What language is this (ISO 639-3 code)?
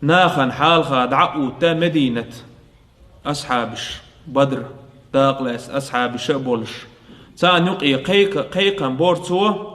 che